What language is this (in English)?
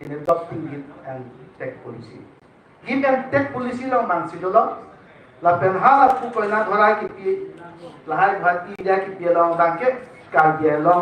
Karbi